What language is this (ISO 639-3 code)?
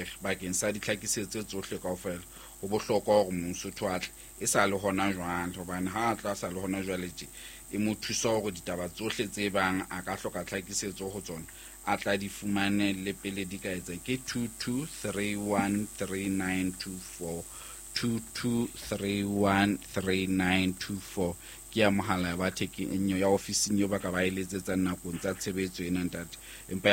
sot